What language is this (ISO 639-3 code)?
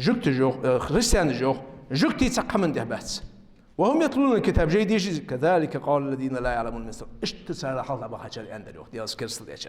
inh